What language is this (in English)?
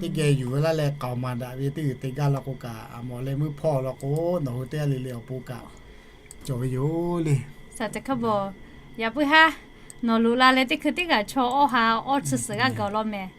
Lahu